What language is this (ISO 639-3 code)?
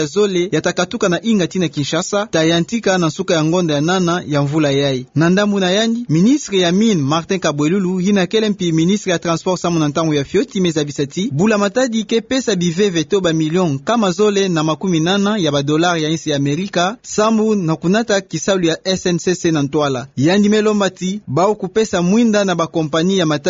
ktu